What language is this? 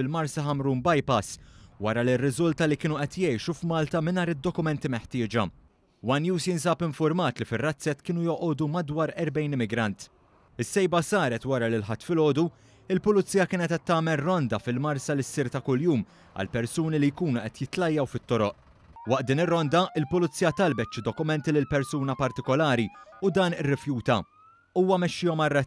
Maltese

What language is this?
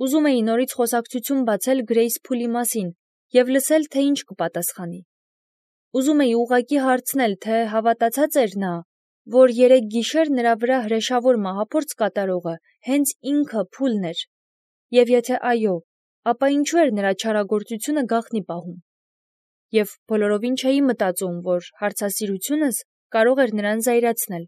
Armenian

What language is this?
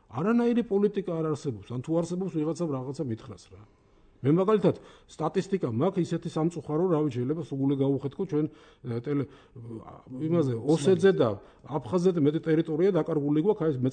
Georgian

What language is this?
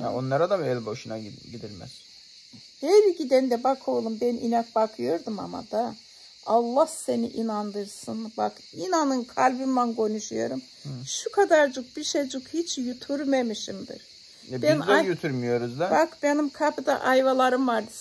Turkish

